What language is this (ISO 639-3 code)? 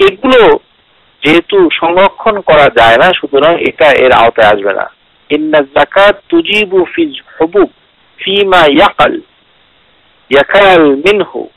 ben